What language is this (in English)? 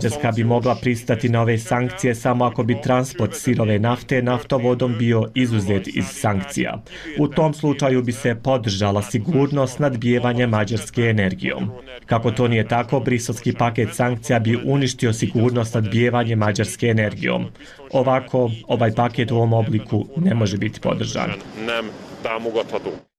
Bosnian